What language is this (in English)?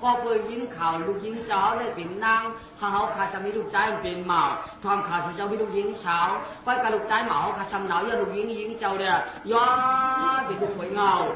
Shan